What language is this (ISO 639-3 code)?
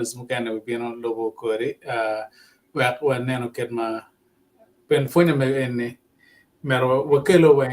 ach